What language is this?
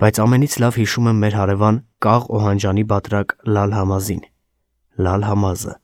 Armenian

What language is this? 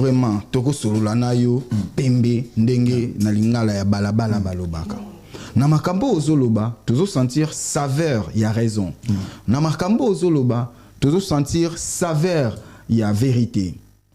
Lingala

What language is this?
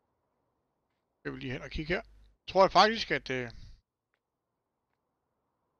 Danish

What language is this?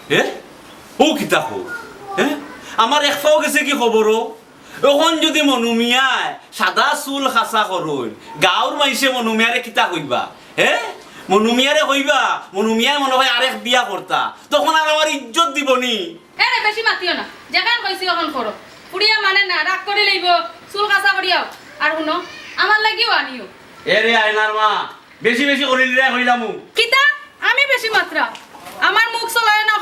Sylheti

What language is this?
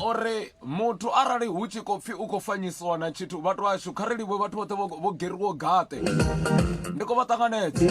Venda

